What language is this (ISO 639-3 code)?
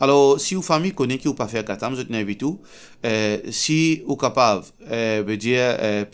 mfe